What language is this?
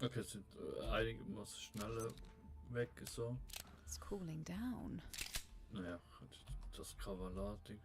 Swiss German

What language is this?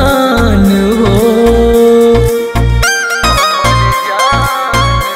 Bhojpuri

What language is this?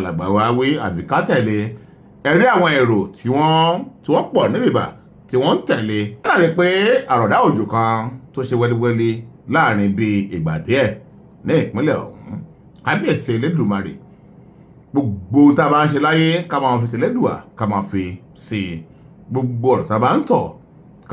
Yoruba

